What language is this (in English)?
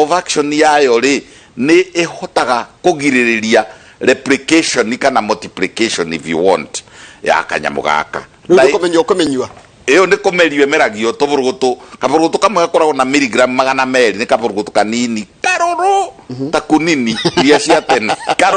Kikuyu